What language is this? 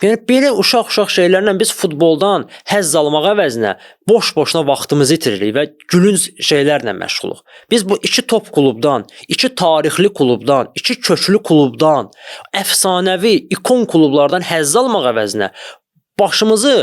Azerbaijani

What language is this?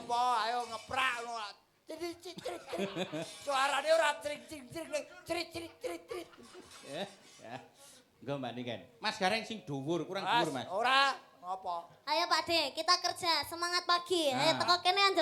Javanese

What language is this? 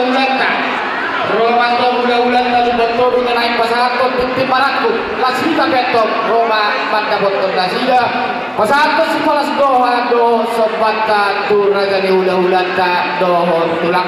Batak Toba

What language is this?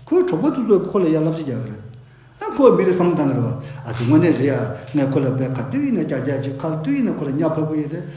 Tibetan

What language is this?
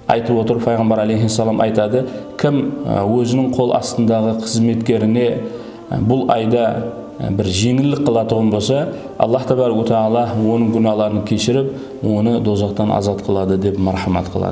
Kara-Kalpak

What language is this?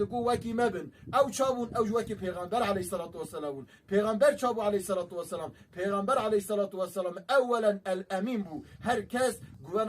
Kurdish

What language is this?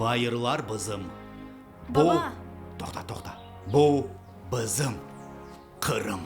Crimean Tatar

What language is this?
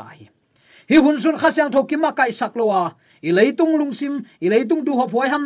Tedim Chin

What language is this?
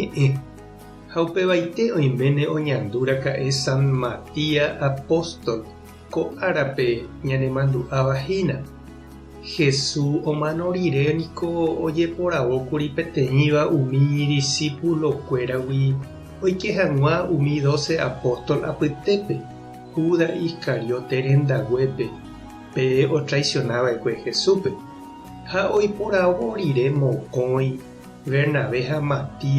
Guarani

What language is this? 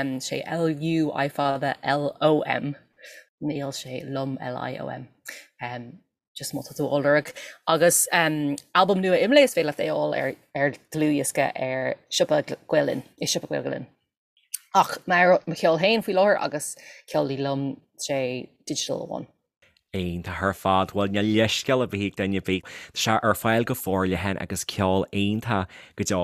Irish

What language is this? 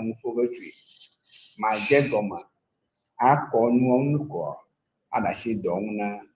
Ewe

